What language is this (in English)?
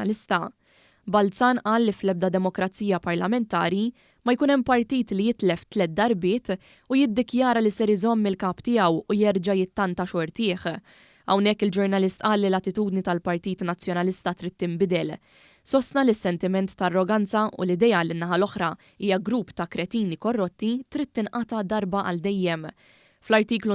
Maltese